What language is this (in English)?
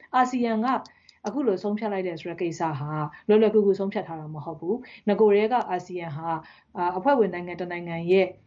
Burmese